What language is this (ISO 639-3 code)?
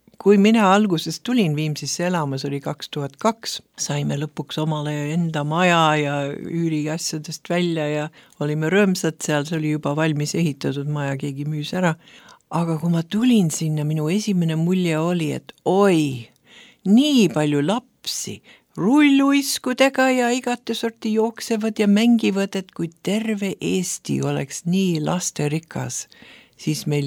est